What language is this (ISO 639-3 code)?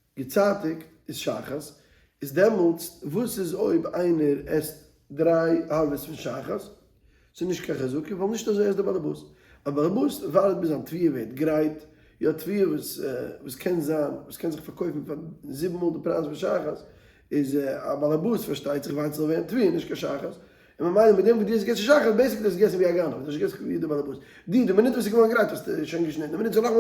yid